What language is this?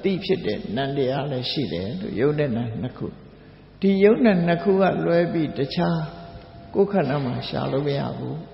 Burmese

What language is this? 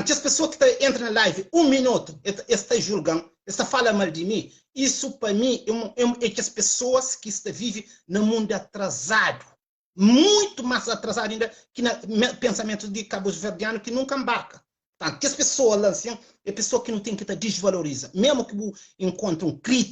Kabuverdianu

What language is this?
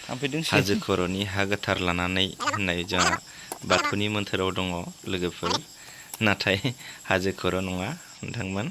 Bodo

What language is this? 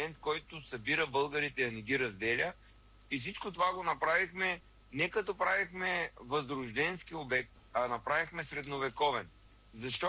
Bulgarian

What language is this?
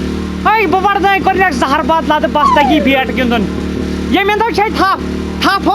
Kashmiri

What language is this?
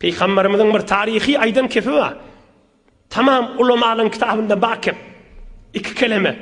Turkmen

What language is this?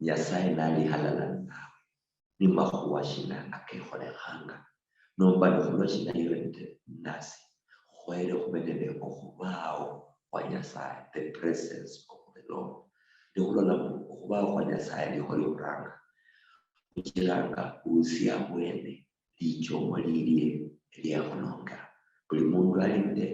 Luyia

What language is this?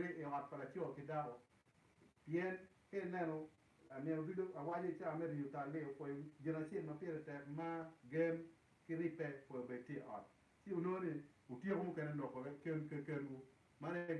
Acoli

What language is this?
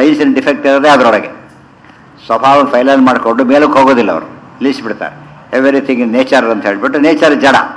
Kannada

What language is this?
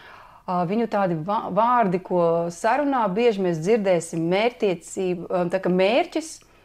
Latvian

